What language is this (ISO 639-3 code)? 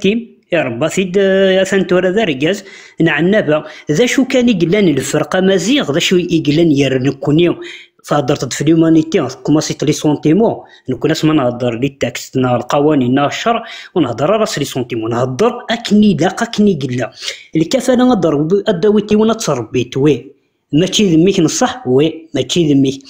kab